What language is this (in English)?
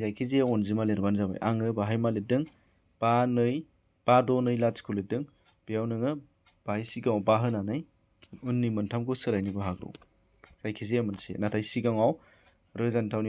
Bodo